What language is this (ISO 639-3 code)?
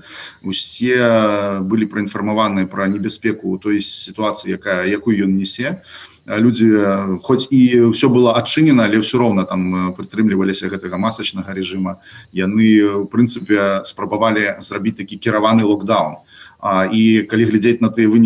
bel